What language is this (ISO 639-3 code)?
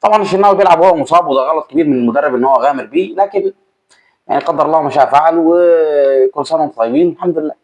arz